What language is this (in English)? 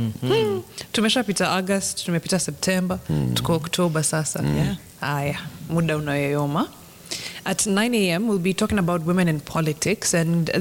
Swahili